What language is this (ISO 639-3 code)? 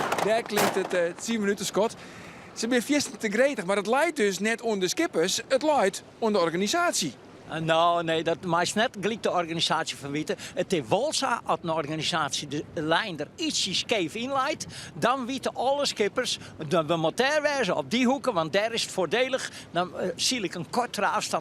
fry